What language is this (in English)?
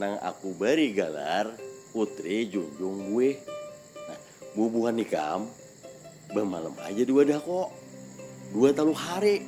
Banjar